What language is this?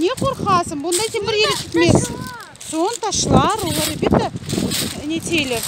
Crimean Tatar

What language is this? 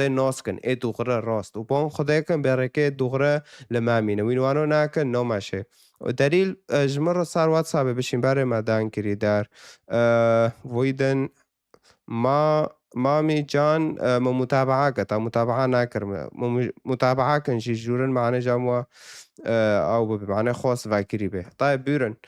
Kurdish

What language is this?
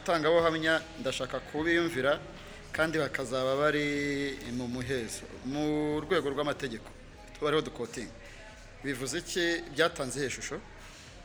Kinyarwanda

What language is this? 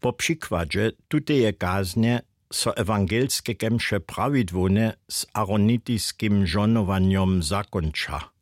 Upper Sorbian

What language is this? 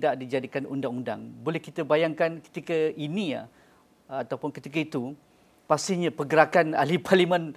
Malay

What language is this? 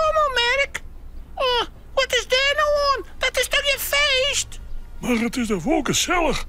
Western Frisian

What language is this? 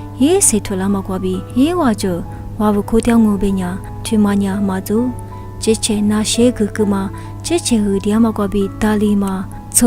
Lisu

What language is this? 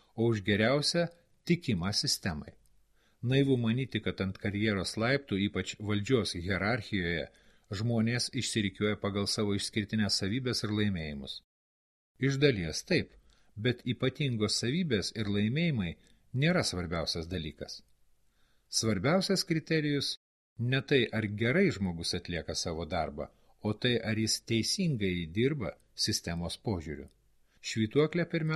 Lithuanian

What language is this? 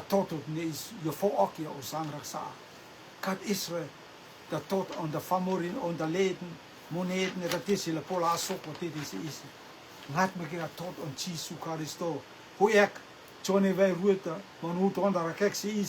Rotuman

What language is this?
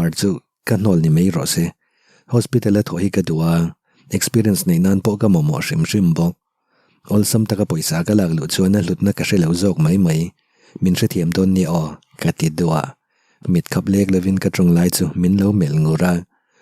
Mizo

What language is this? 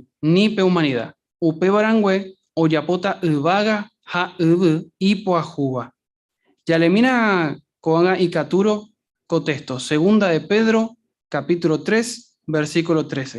Guarani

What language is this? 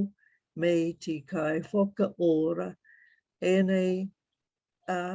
Māori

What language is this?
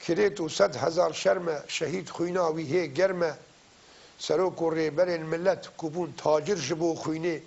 Kurdish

